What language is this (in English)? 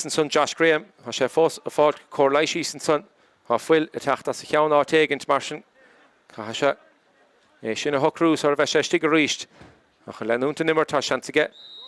Irish